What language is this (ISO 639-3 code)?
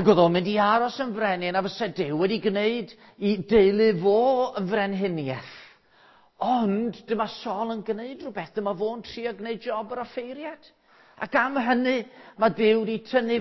cym